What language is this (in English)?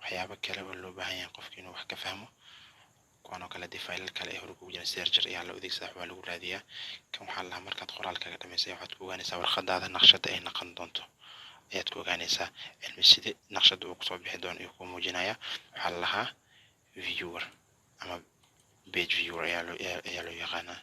Somali